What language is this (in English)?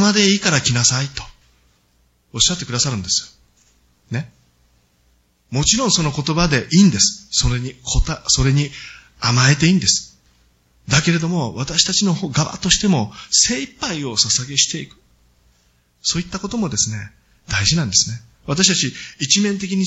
Japanese